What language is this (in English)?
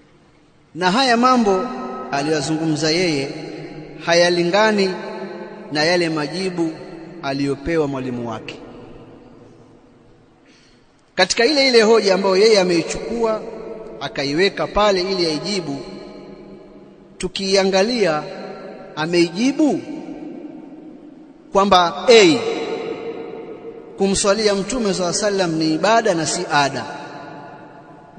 Swahili